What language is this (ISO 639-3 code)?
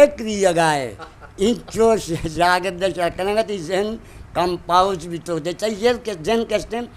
bgp